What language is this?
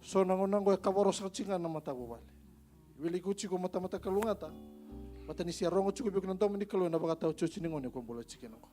Fijian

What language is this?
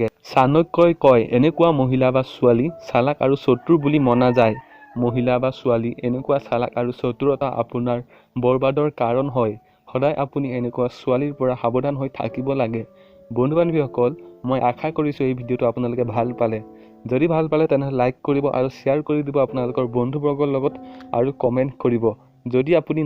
Assamese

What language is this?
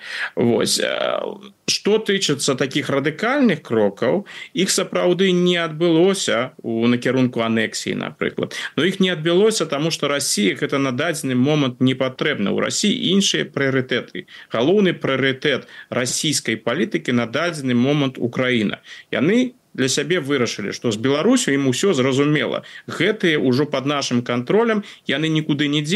Belarusian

